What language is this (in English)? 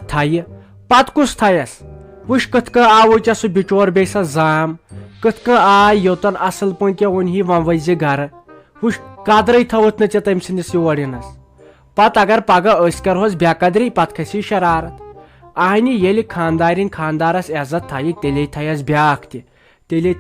Kashmiri